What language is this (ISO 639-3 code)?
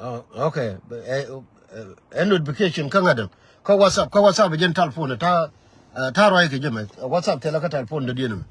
nus